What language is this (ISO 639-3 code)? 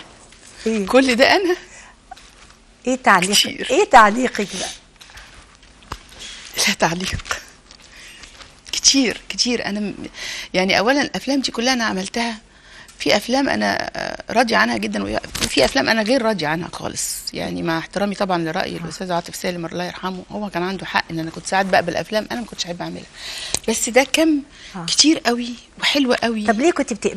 arz